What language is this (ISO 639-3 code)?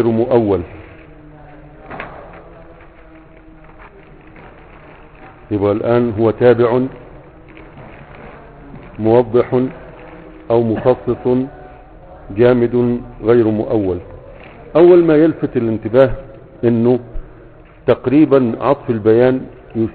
ara